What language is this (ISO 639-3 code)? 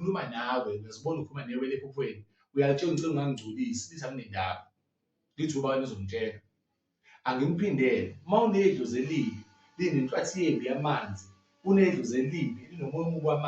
zul